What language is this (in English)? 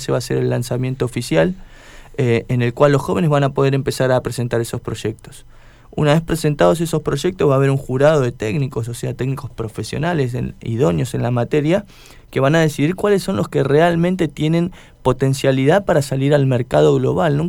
Spanish